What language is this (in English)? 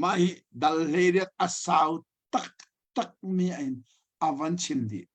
Hakha Chin